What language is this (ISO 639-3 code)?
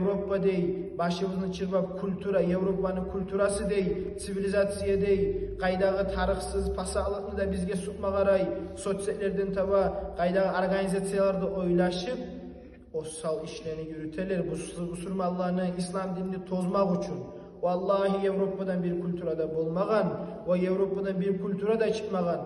kum